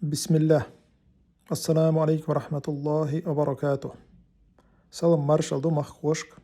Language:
Chechen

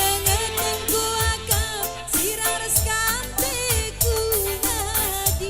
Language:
Batak Karo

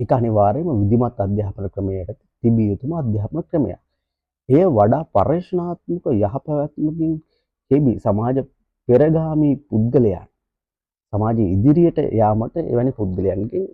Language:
Sinhala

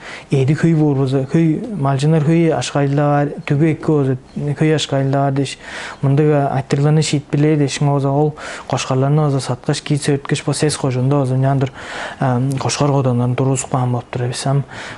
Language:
Tuvinian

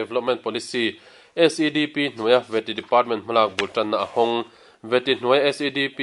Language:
Mizo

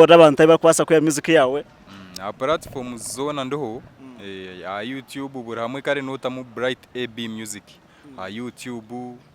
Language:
Nyankole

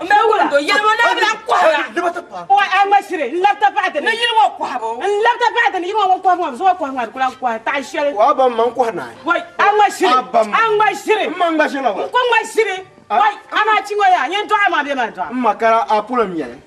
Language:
Dagbani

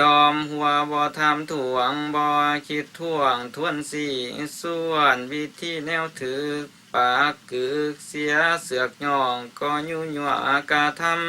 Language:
Lao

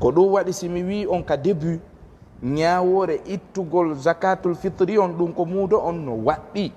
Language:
Fula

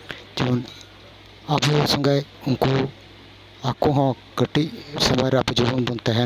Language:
Santali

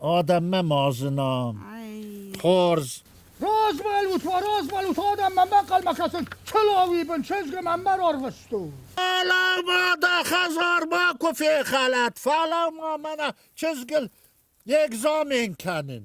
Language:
Ossetic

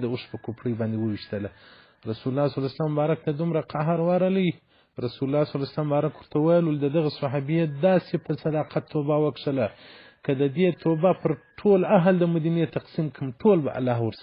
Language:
Pashto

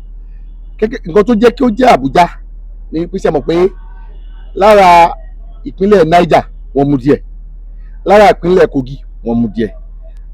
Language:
Yoruba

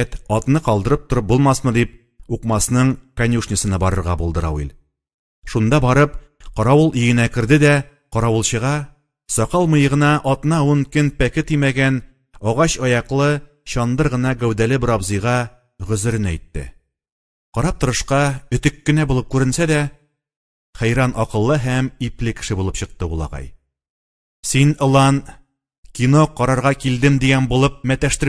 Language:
Tatar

